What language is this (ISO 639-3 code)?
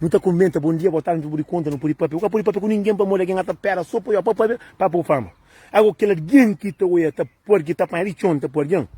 kea